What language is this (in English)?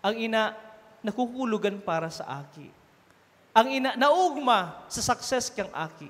Bikol